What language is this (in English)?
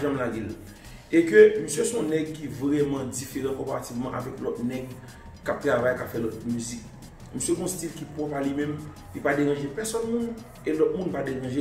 Haitian Creole